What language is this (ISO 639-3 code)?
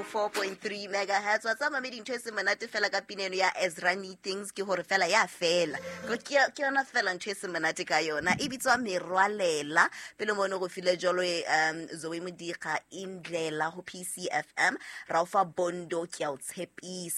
sot